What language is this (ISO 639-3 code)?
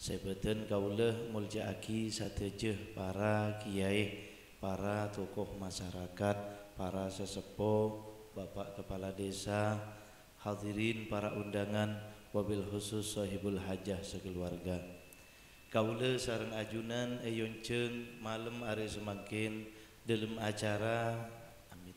mad